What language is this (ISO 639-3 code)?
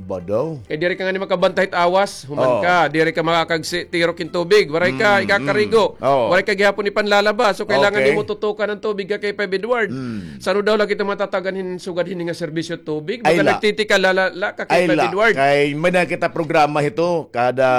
war